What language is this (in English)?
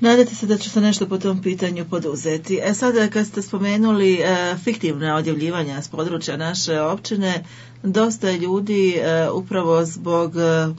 Bosnian